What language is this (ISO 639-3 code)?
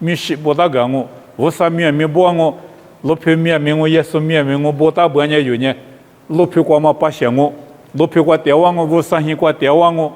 lis